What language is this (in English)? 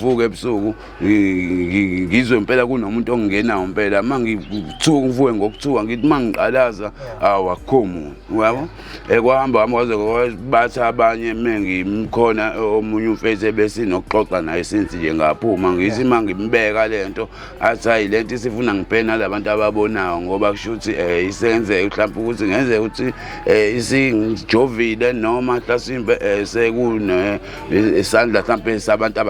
Zulu